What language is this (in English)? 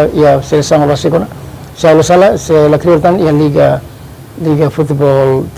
Tetum